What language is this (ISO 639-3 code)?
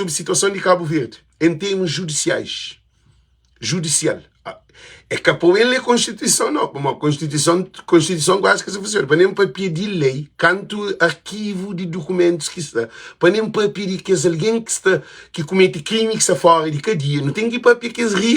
kea